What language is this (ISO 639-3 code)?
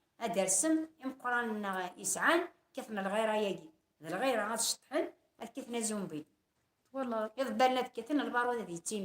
kab